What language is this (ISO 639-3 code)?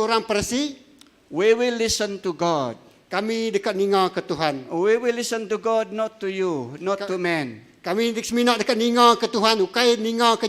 iba